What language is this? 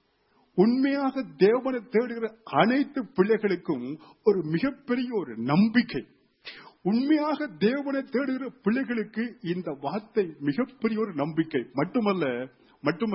Tamil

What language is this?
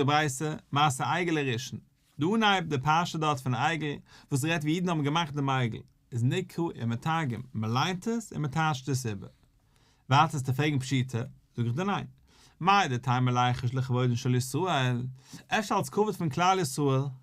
Yiddish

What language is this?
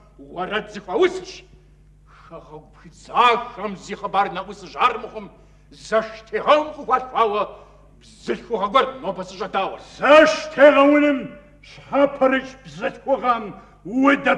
Kabardian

